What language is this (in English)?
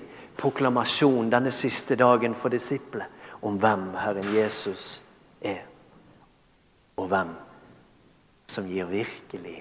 Norwegian